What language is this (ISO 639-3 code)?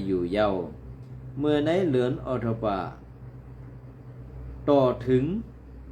shn